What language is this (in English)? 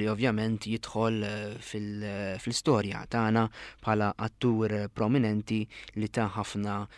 Maltese